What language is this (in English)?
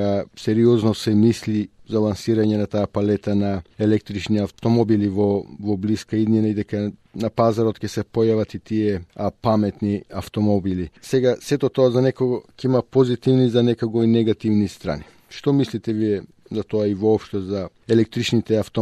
Macedonian